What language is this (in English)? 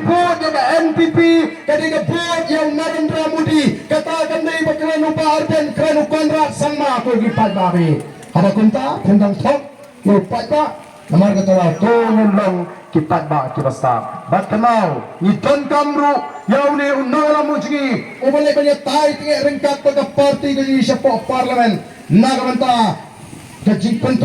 Khasi